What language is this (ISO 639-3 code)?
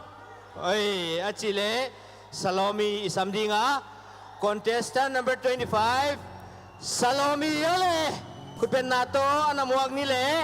pck